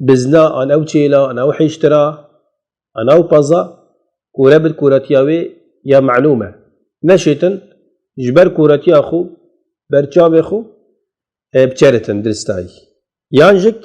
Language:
Kurdish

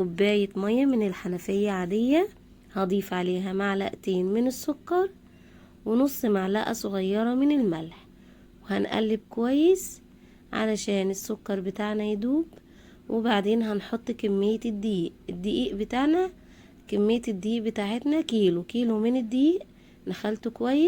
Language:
Egyptian Arabic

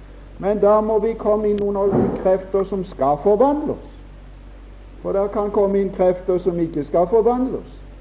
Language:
Norwegian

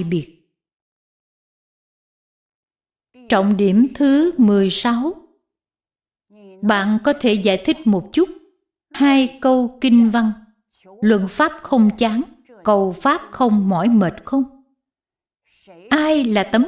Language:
Vietnamese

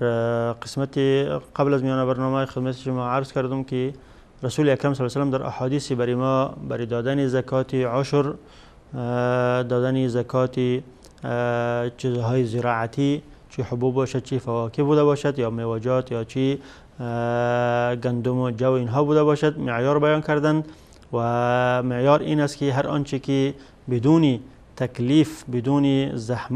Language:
Persian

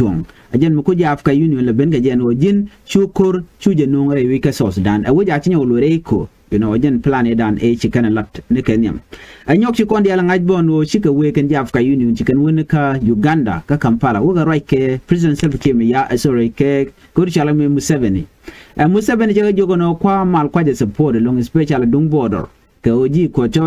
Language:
Nuer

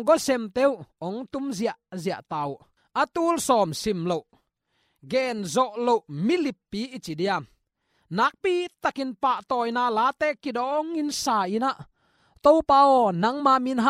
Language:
Tedim Chin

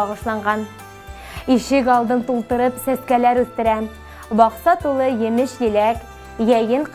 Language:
Bashkir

